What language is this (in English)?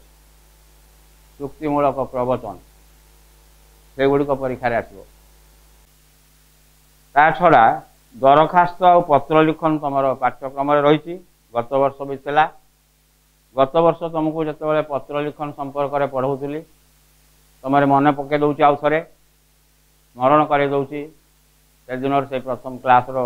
Odia